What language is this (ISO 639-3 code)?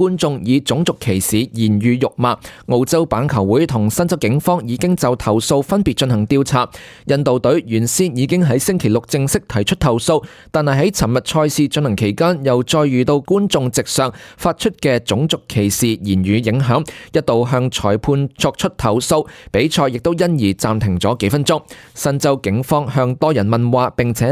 yue